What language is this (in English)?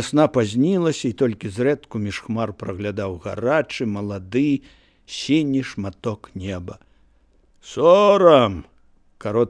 Belarusian